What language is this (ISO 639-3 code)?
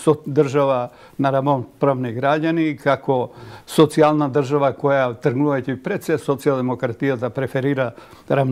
mkd